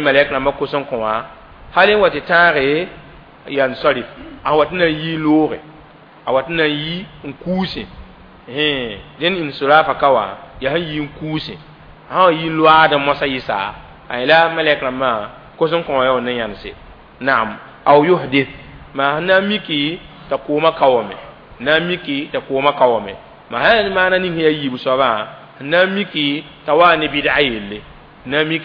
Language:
Mossi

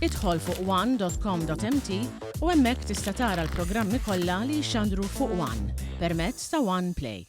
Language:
Maltese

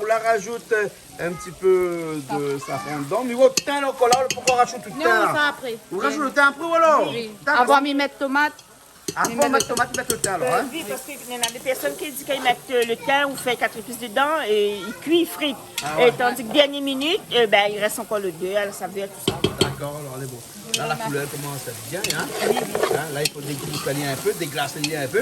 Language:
Réunion Creole French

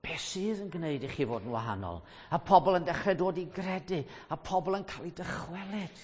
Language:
Welsh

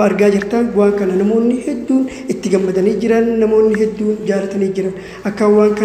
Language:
Oromo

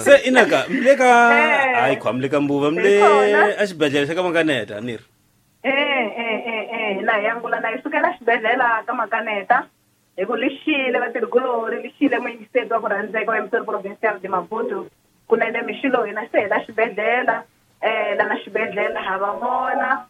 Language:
Tsonga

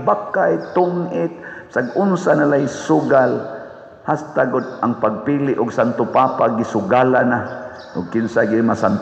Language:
Cebuano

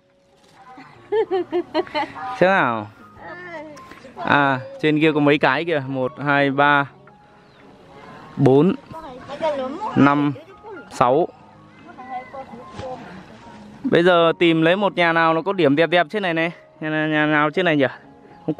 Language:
Vietnamese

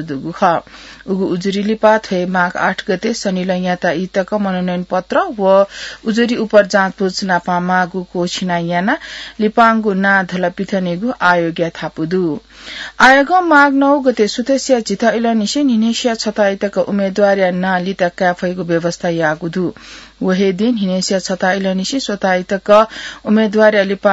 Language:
Newari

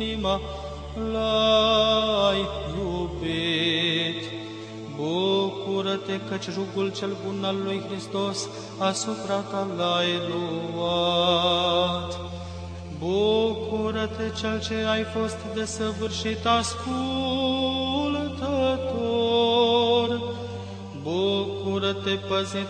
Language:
Romanian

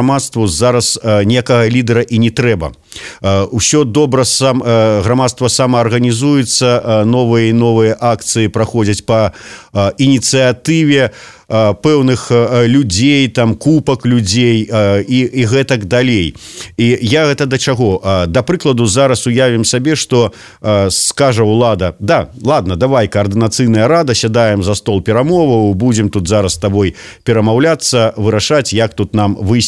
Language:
Belarusian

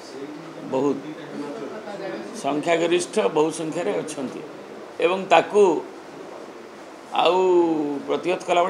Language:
Odia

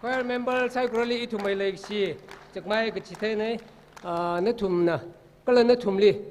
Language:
Tangkhul Naga (India)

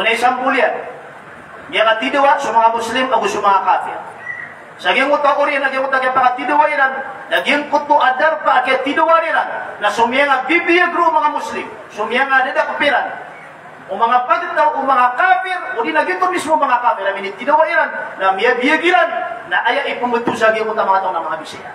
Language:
Maranao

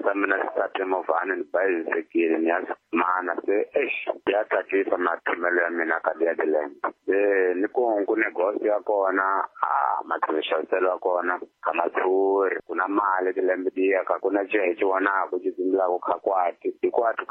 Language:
Tsonga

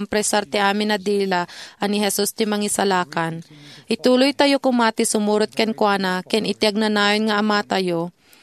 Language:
Iloko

